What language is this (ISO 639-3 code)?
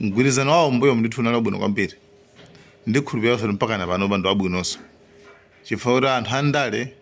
nya